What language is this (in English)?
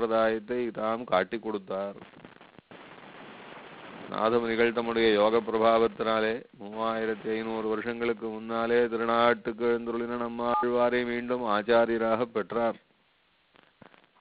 Tamil